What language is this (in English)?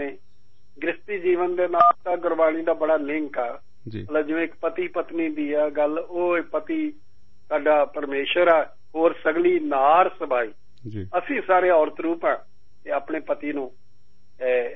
Punjabi